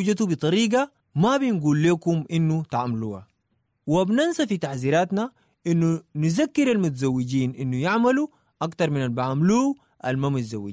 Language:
Sudanese Arabic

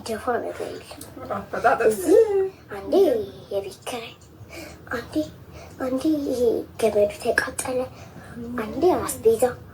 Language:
Amharic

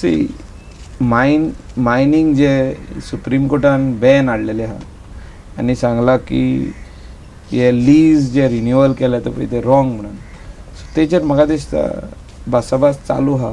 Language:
Konkani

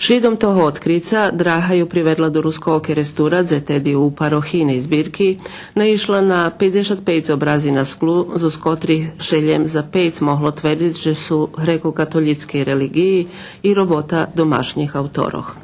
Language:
Rusyn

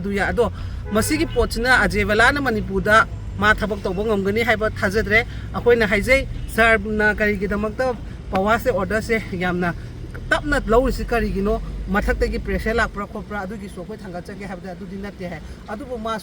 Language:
Manipuri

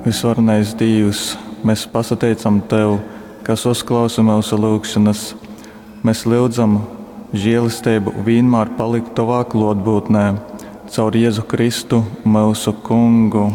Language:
Latgalian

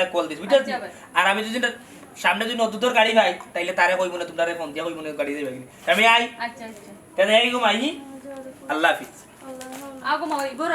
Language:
Sylheti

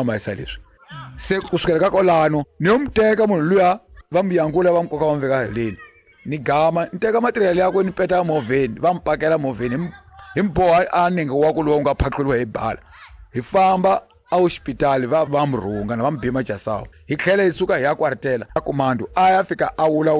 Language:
Tsonga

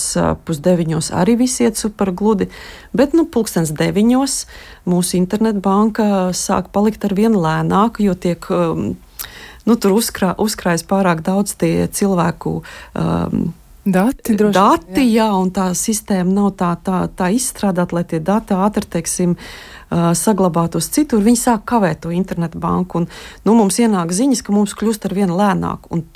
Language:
Latvian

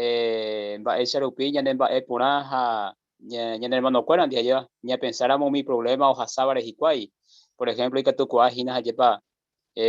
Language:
Guarani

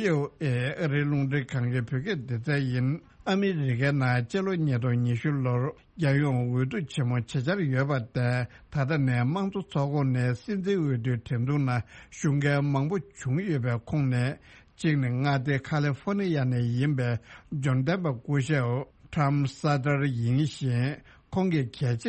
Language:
Tibetan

